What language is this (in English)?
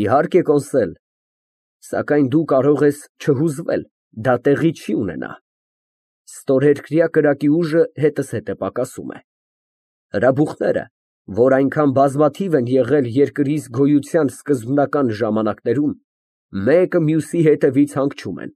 Armenian